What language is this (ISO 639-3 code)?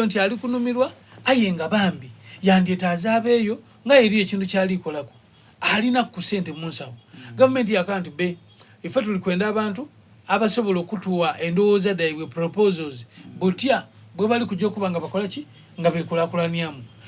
xog